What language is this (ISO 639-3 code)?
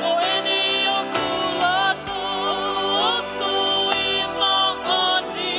ton